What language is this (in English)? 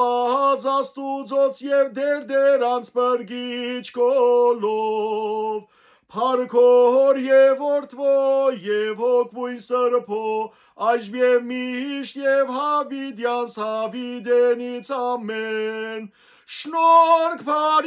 Western Armenian